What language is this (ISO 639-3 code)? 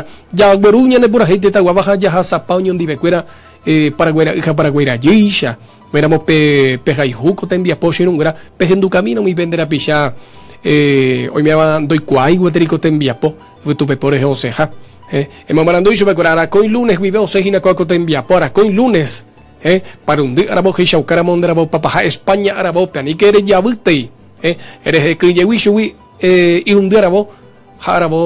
grn